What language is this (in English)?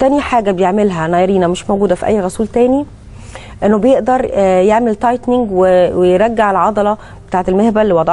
Egyptian Arabic